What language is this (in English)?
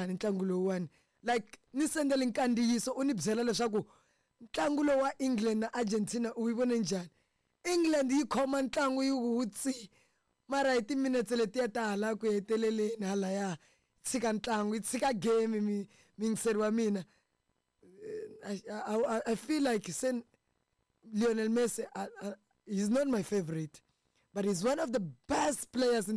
Tsonga